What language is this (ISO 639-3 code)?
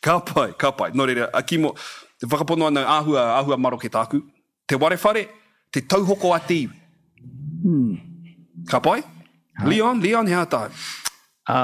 mri